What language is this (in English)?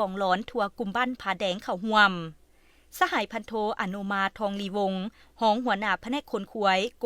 Lao